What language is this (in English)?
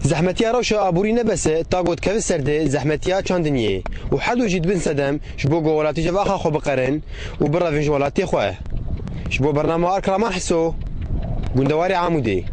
Kurdish